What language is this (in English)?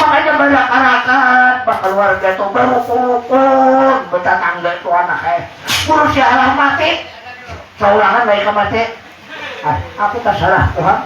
Banjar